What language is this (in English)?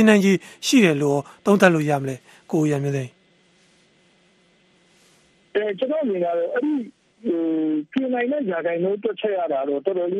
Burmese